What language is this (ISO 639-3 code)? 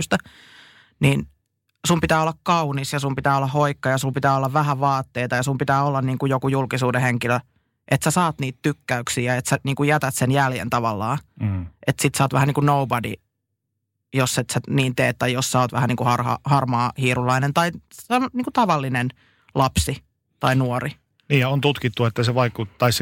fin